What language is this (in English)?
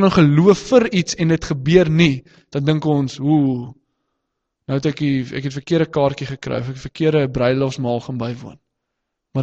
Afrikaans